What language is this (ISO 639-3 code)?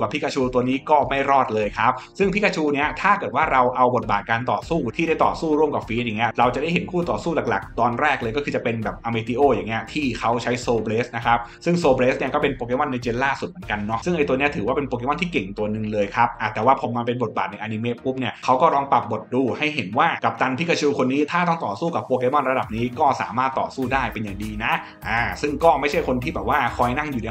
tha